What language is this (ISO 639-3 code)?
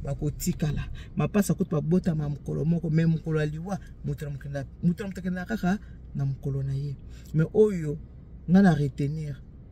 lin